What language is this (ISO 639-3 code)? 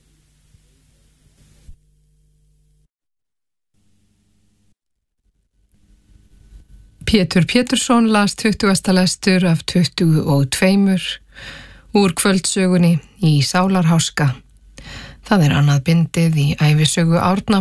isl